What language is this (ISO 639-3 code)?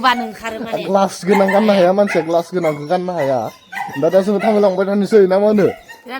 brx